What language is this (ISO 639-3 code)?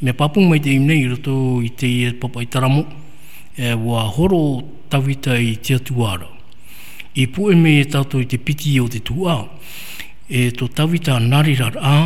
tah